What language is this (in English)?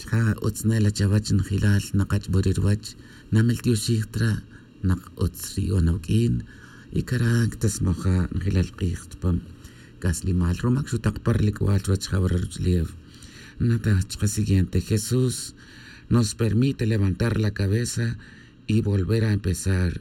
Tz'utujil